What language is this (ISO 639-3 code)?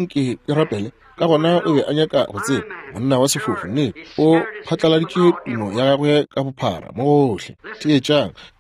nso